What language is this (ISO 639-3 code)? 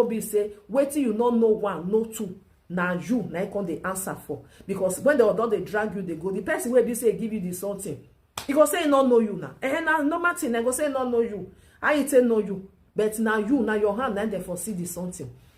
pcm